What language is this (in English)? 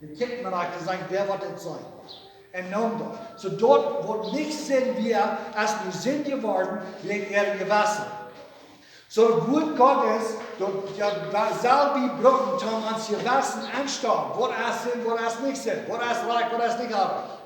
Plautdietsch